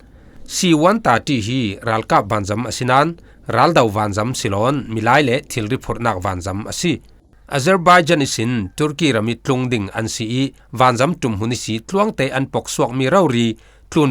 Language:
Falam Chin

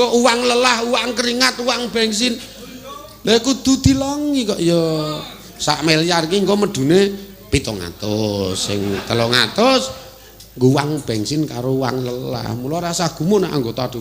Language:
Javanese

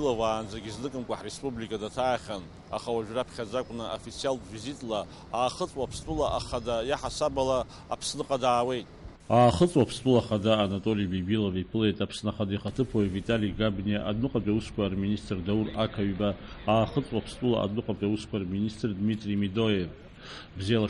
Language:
Abkhazian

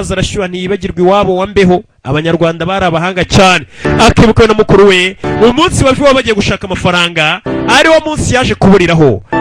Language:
Kinyarwanda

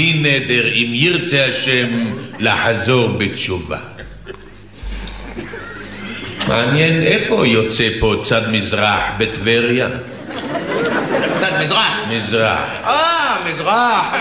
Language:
Hebrew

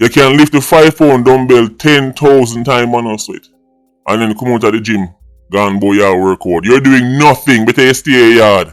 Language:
Jamaican Creole English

